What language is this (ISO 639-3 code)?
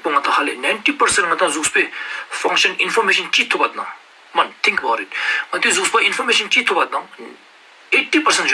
lbj